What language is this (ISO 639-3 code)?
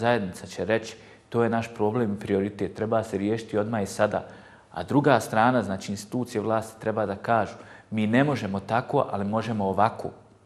bos